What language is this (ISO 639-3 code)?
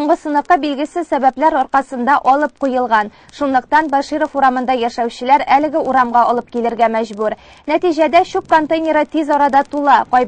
tat